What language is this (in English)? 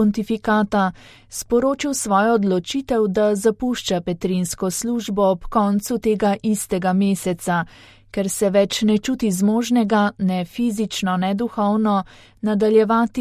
Slovenian